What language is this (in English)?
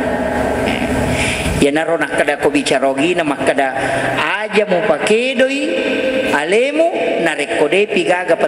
Buginese